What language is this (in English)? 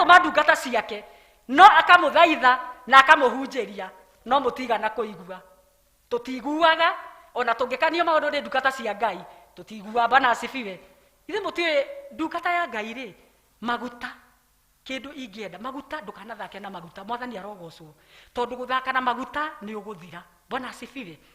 Kikuyu